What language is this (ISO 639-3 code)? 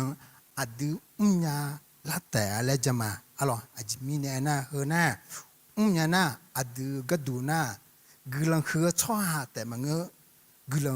ahk